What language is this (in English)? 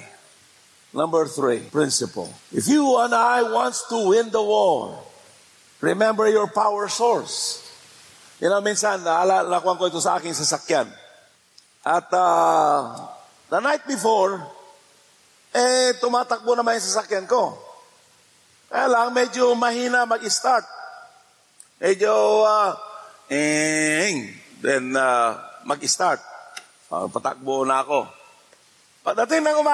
Filipino